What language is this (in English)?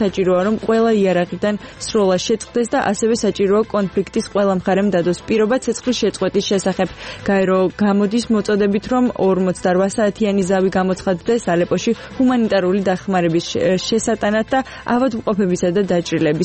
Georgian